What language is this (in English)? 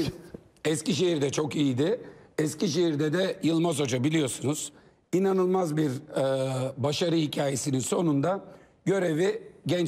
Turkish